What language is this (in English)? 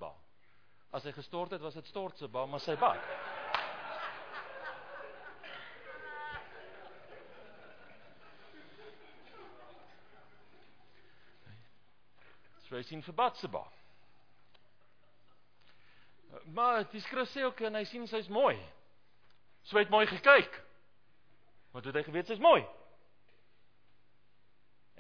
Afrikaans